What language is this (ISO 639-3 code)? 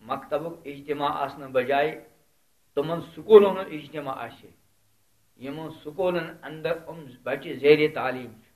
kas